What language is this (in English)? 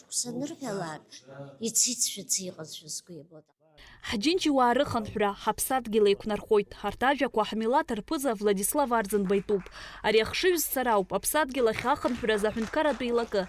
Abkhazian